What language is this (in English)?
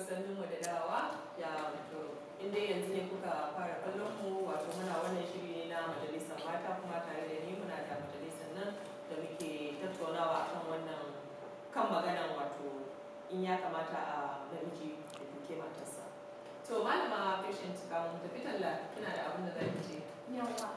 Hausa